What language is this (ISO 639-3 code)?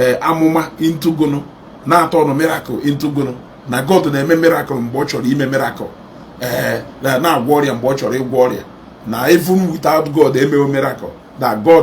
ibo